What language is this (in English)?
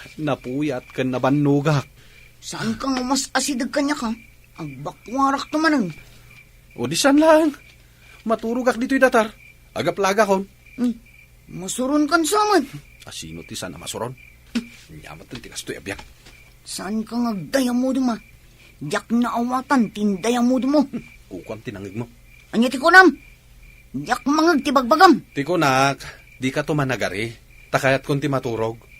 Iloko